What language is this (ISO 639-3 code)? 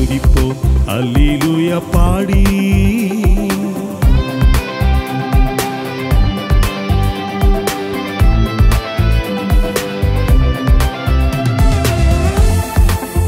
tam